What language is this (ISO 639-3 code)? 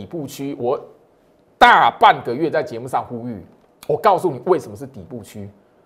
zho